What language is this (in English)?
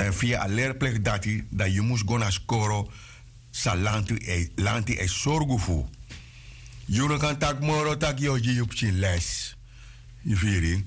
Sranan Tongo